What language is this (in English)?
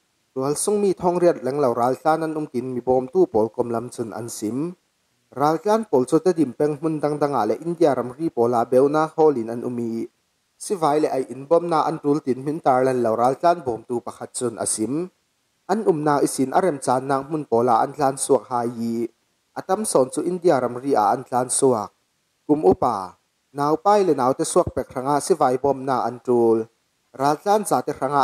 Falam Chin